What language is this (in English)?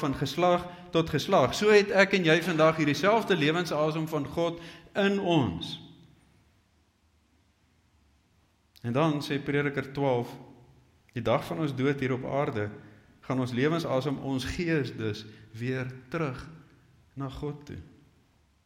Afrikaans